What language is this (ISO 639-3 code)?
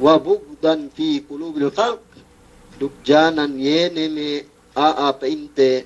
yka